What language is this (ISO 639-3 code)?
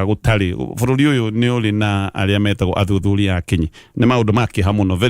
kik